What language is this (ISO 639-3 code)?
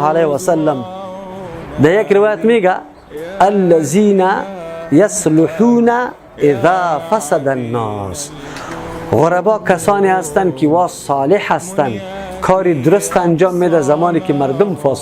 fas